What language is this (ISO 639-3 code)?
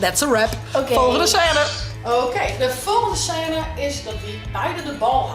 fry